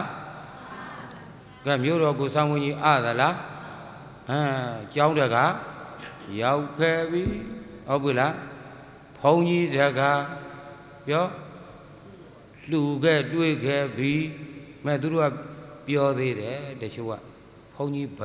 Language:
Burmese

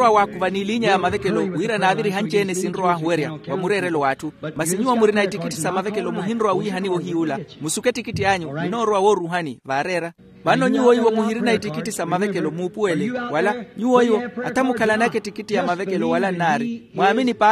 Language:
Makhuwa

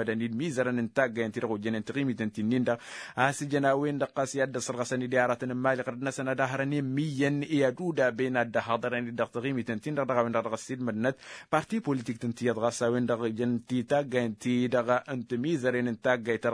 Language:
Tamasheq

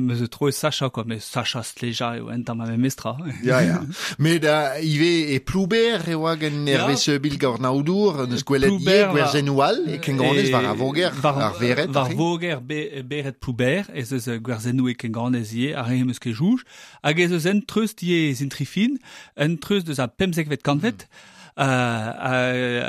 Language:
Breton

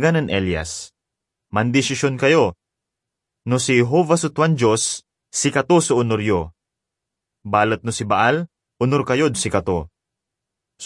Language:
Pangasinan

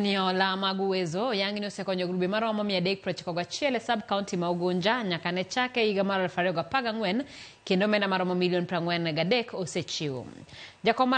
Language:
Luo (Kenya and Tanzania)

